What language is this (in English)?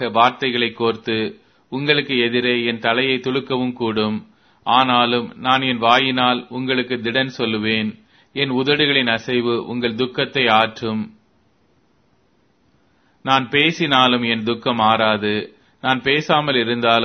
Tamil